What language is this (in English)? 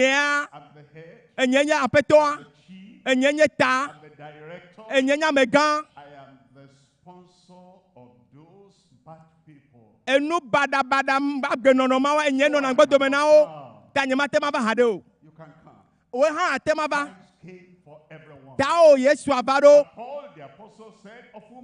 Ewe